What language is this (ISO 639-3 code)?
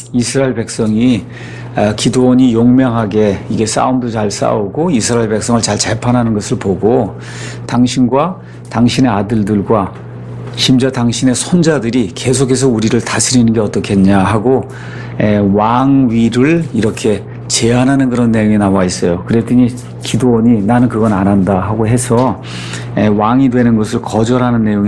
kor